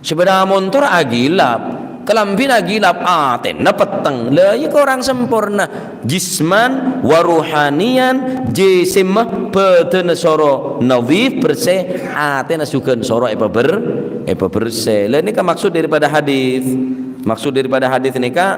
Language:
Madurese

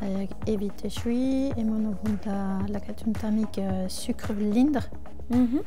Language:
Breton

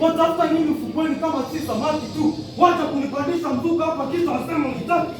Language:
Swahili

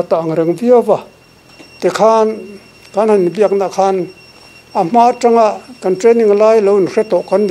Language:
Mizo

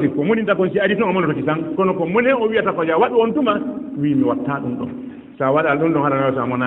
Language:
Fula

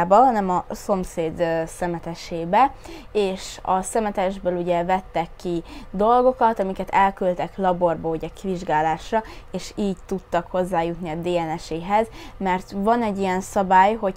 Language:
Hungarian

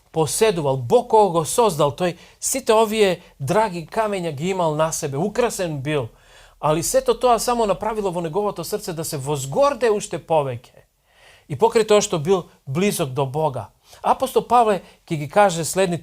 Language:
Macedonian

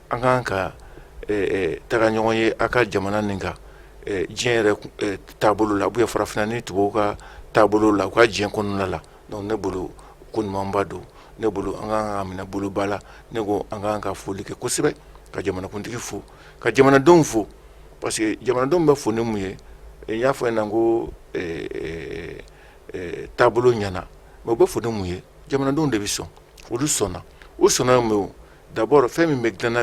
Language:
Bambara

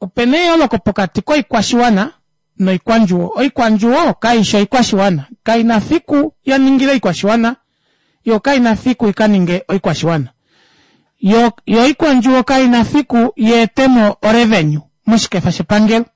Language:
Kuanyama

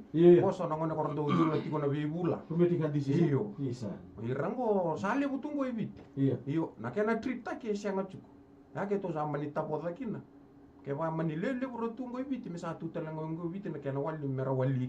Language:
Fijian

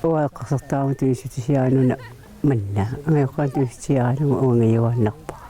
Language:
Kalaallisut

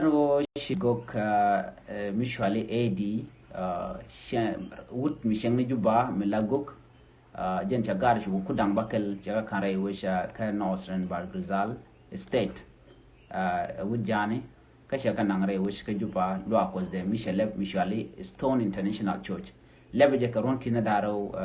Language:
Nuer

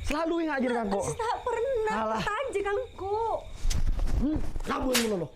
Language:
Madurese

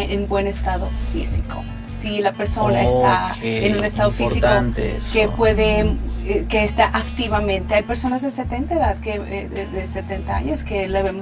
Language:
Spanish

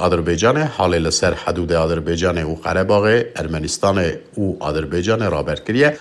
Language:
Kurdish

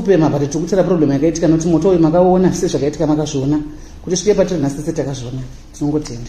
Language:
Shona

